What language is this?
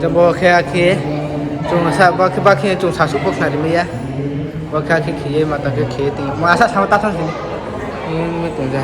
Riang (India)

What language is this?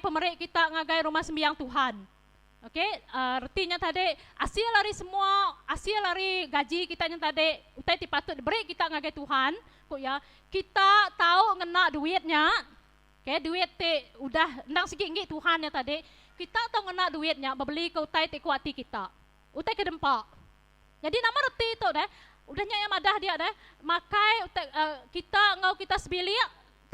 Iban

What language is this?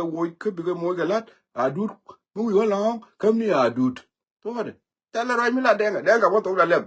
Nuer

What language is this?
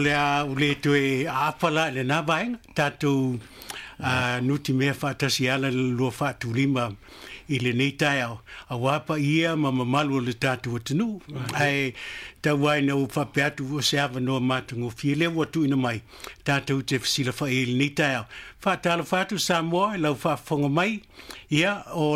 Samoan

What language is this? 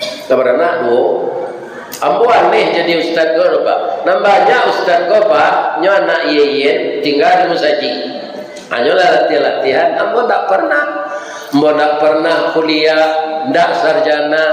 Minangkabau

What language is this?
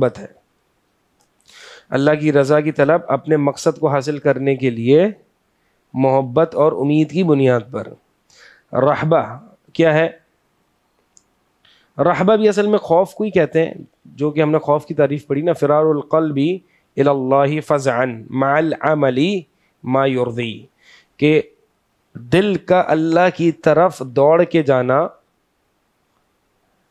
Urdu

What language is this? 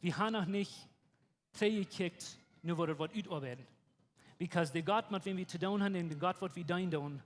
Plautdietsch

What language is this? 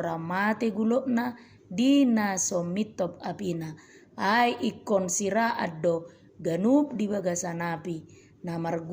Batak Toba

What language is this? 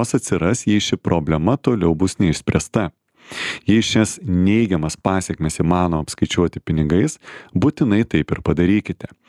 Lithuanian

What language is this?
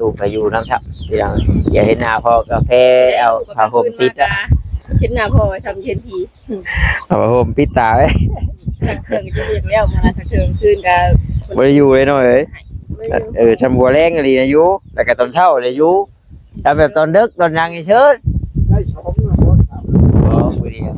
Northeastern Thai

